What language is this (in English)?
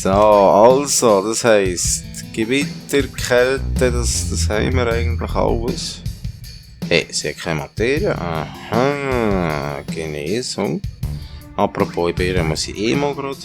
Swiss German